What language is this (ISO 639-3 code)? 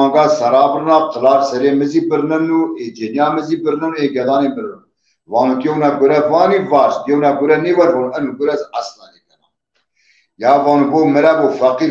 zza